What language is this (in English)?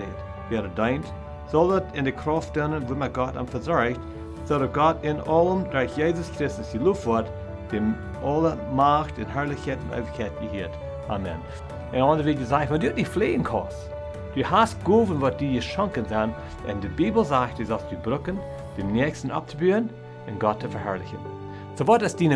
Plautdietsch